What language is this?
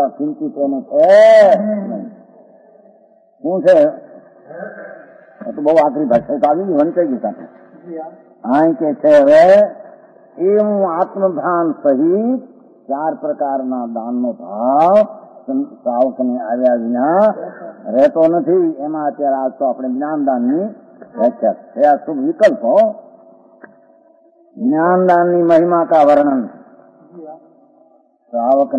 Gujarati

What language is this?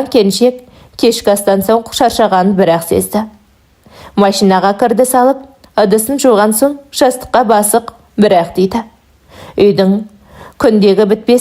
Kazakh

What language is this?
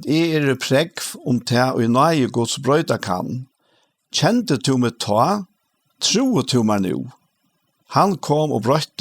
Faroese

